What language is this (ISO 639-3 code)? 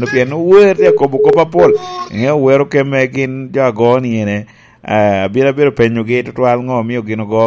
laj